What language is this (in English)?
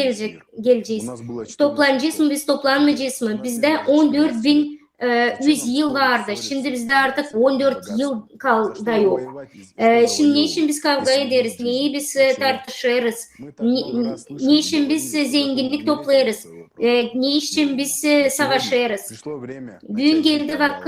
Gagauz